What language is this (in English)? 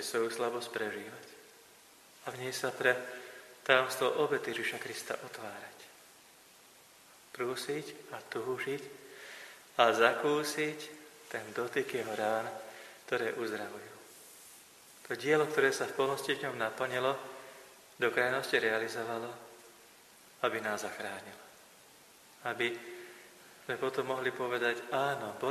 Slovak